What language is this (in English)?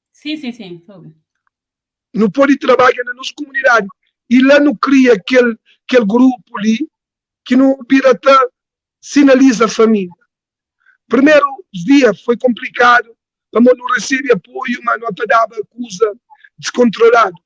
Kabuverdianu